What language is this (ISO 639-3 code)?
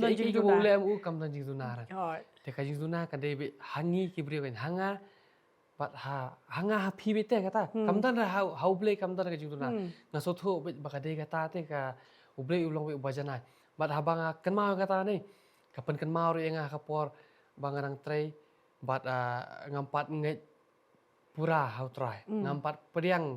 kha